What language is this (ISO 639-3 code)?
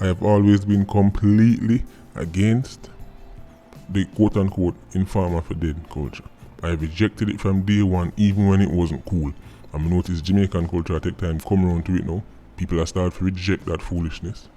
jam